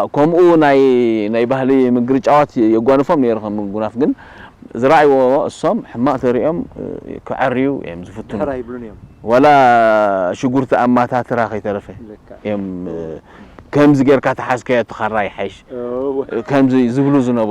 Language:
Tigrinya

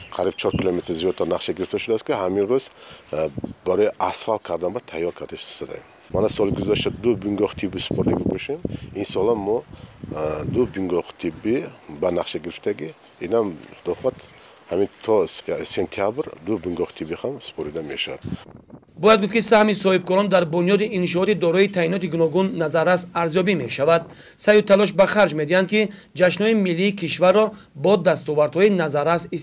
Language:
Tajik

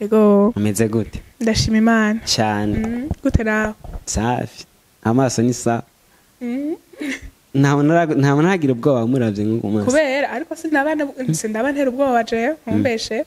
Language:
Rundi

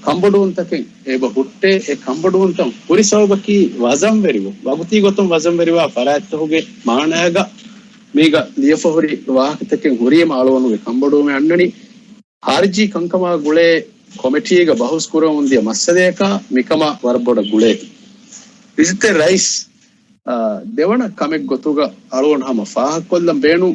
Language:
Divehi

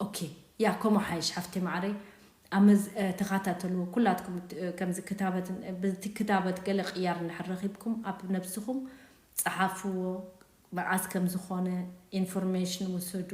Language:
Tigrinya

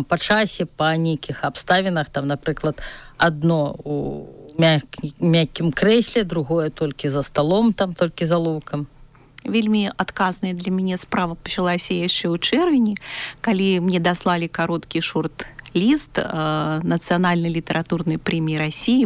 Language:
Belarusian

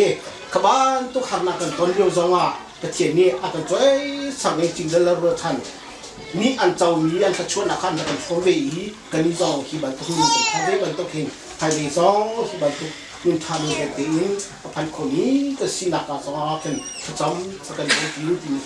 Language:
Hakha Chin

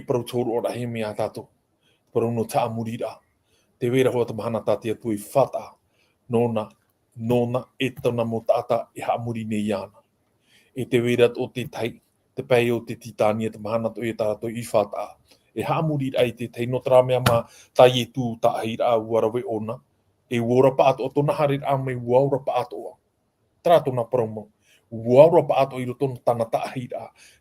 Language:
Tahitian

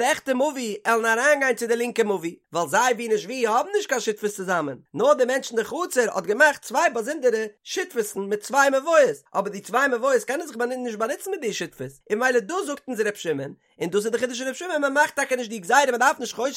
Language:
Yiddish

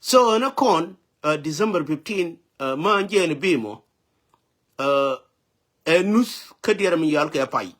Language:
Nuer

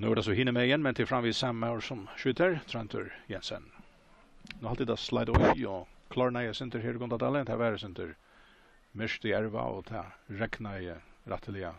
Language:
Faroese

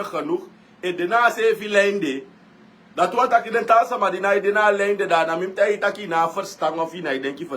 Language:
Sranan Tongo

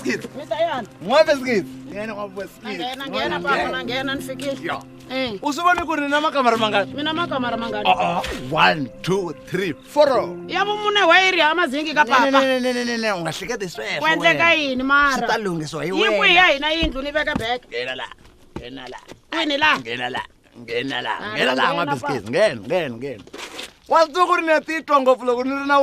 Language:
Tsonga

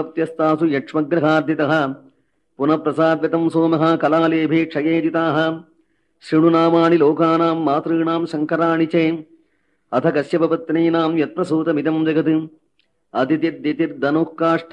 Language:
Sanskrit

